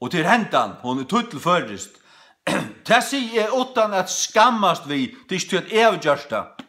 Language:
Faroese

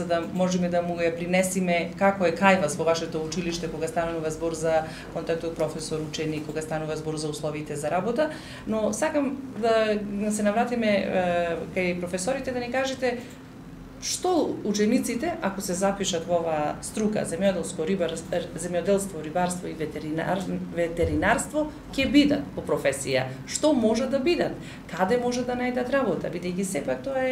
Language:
Macedonian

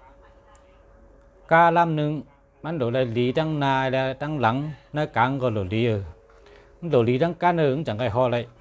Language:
Shan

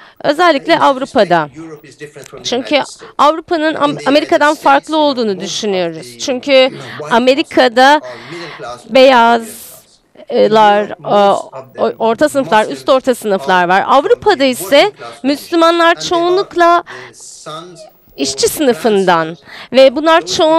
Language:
Turkish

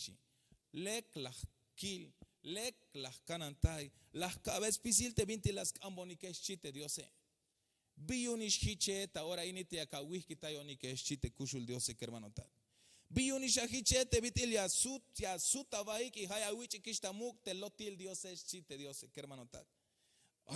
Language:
Tzeltal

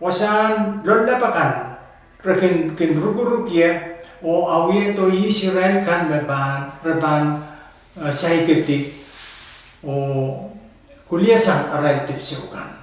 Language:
Pohnpeian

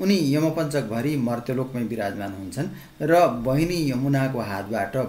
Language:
Nepali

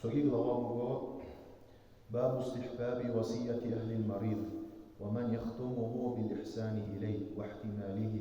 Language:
Avaric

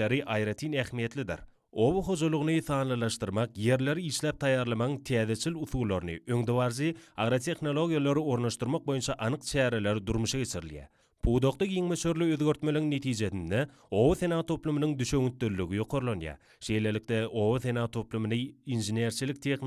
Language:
Turkmen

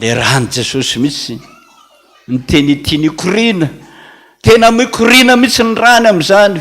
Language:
Malagasy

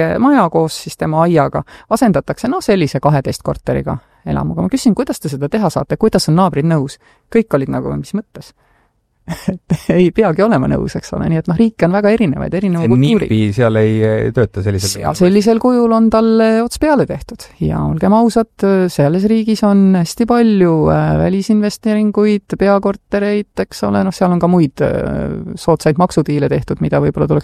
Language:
Estonian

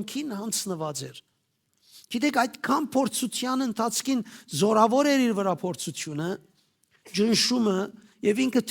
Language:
Western Armenian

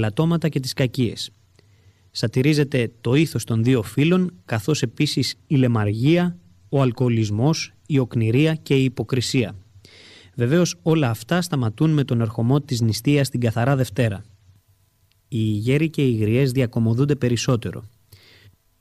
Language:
Greek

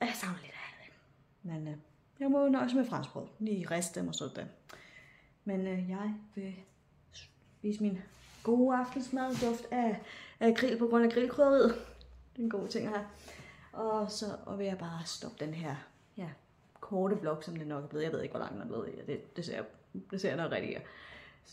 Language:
Danish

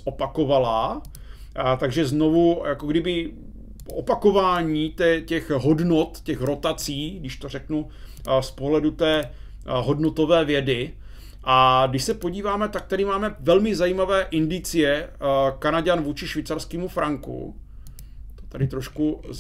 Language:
Czech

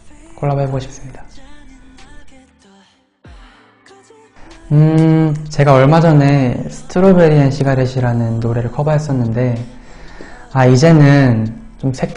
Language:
Korean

